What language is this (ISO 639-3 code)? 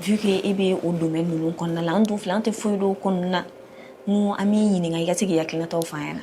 bam